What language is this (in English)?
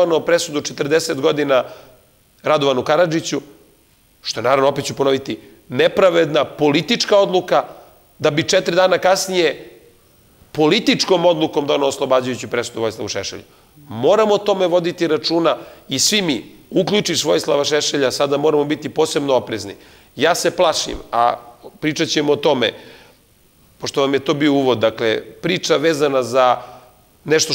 Serbian